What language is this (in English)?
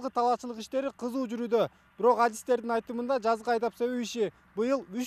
Kyrgyz